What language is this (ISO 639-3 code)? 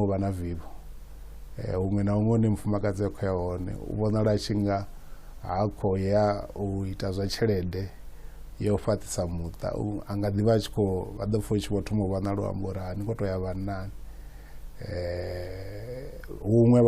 ven